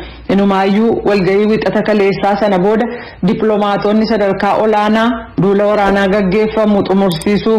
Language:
Oromo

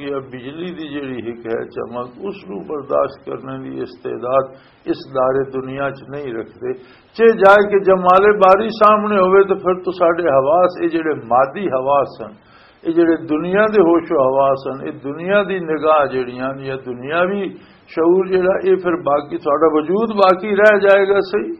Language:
Western Panjabi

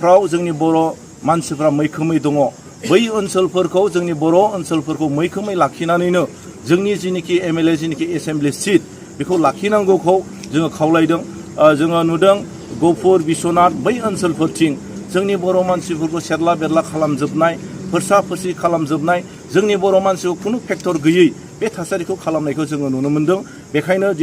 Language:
Bodo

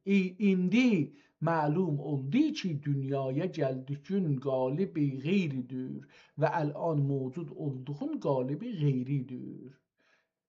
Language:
South Azerbaijani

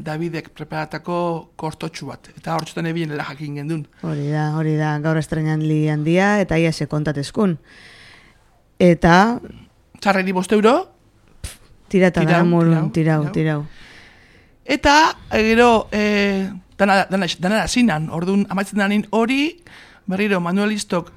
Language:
Basque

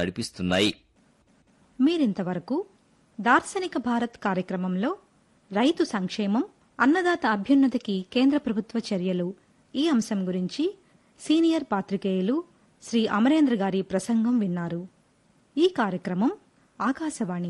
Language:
Telugu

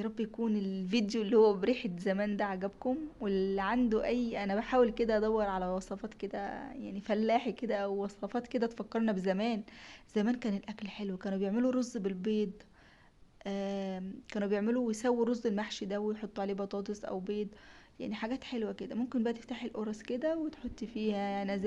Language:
Egyptian Arabic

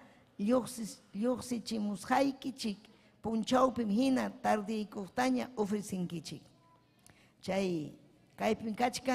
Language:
Ayacucho Quechua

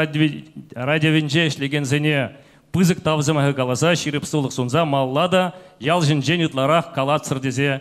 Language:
Chuvash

